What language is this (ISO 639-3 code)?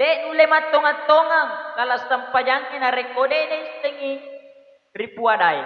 bug